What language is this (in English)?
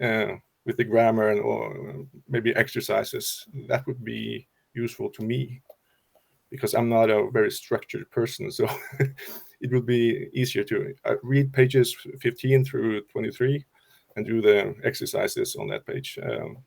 English